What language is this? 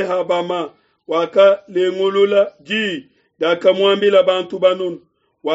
Luba-Lulua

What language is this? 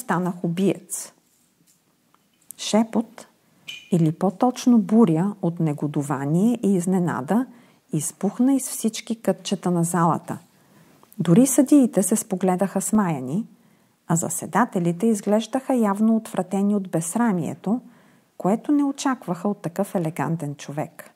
Bulgarian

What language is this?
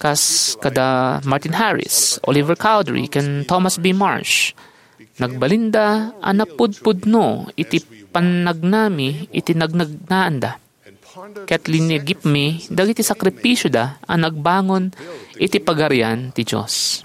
Iloko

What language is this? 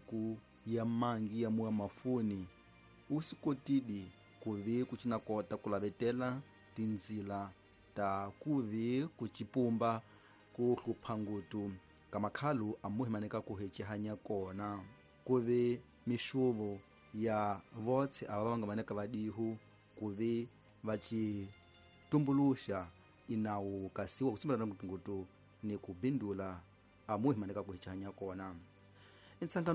Tsonga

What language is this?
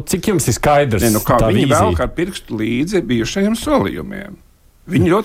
Latvian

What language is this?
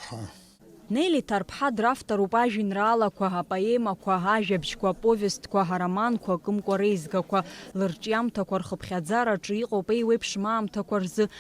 Abkhazian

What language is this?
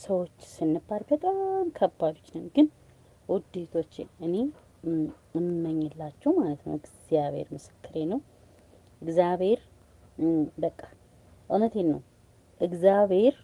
Amharic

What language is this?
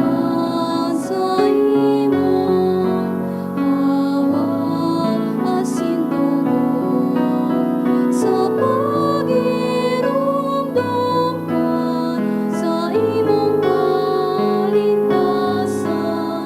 Bikol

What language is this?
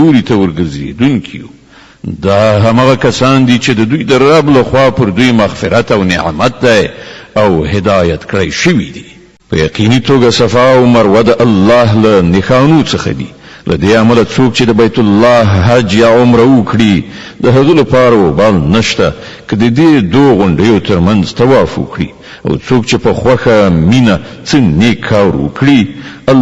Pashto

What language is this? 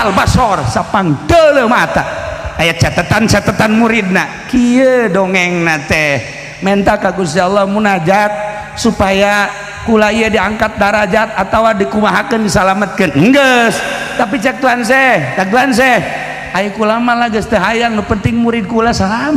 Sundanese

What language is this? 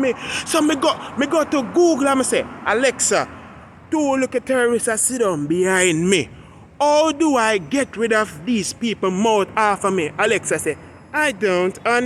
Jamaican Creole English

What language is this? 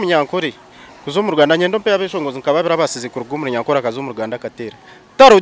Nyankole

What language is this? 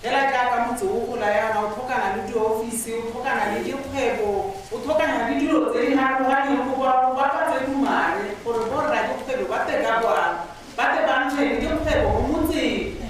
Tswana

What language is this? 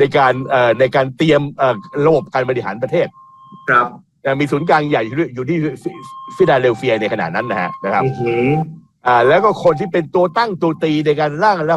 Thai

